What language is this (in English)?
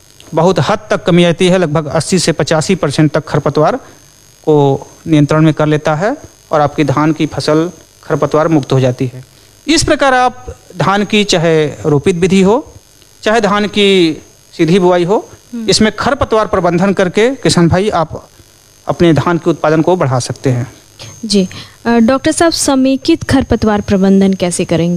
Hindi